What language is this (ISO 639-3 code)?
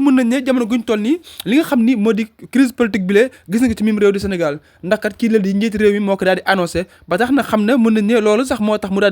wol